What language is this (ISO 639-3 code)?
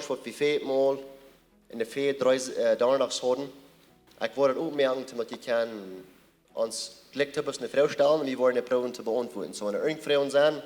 pdt